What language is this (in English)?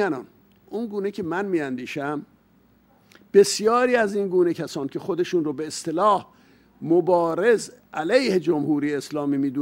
Persian